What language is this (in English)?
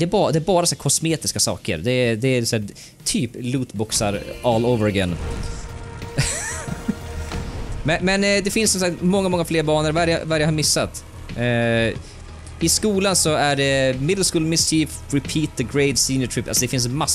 Swedish